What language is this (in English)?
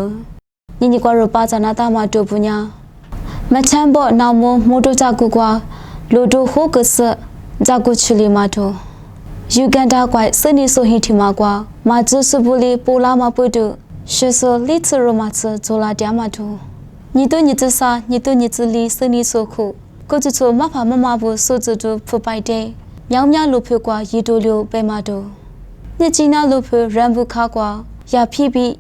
Lisu